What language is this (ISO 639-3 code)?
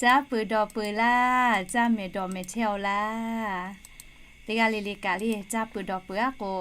lhu